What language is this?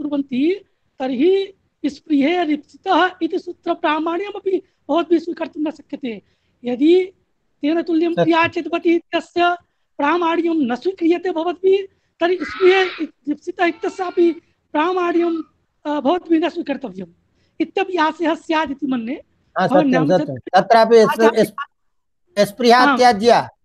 Sanskrit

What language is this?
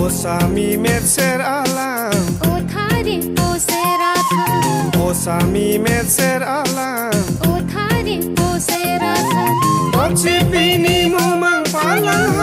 Karbi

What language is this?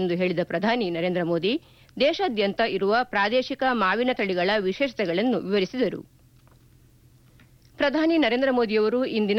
Kannada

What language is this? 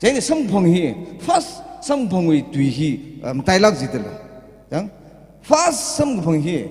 Tangkhul Naga (India)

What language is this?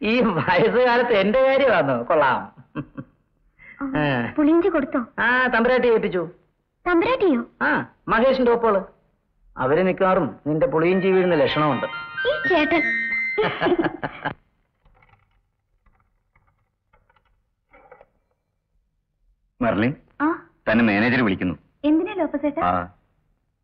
Malayalam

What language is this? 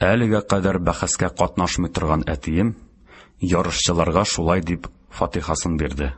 Tatar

